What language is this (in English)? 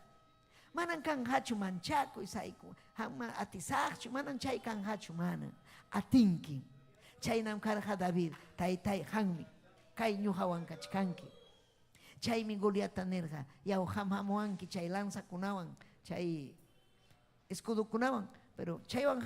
Ayacucho Quechua